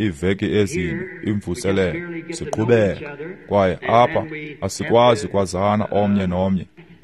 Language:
Xhosa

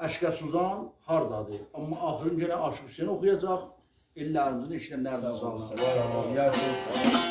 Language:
South Azerbaijani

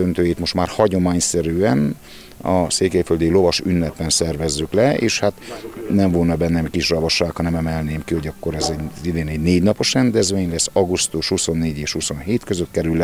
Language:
Hungarian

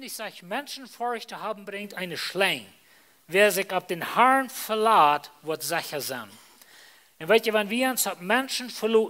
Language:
Plautdietsch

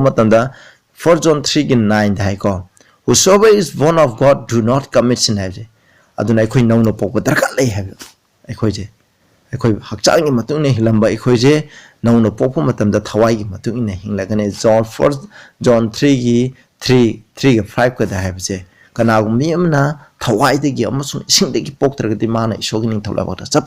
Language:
Manipuri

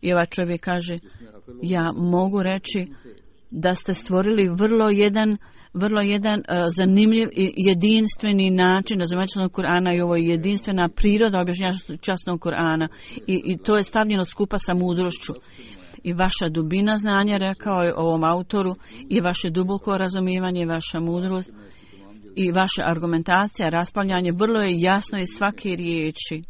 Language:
Bosnian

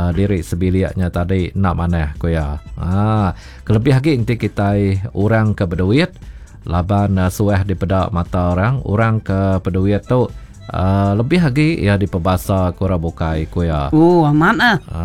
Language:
Iban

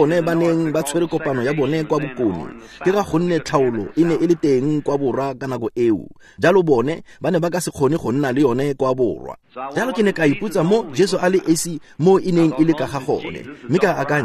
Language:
Tswana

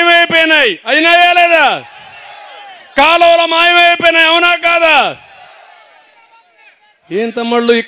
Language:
Telugu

